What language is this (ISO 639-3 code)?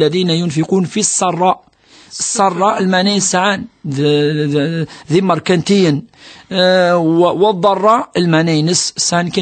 kab